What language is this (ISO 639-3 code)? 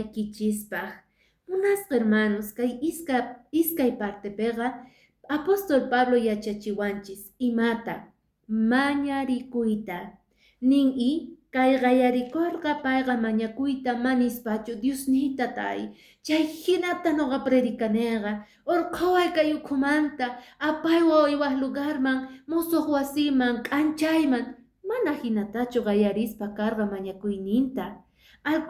que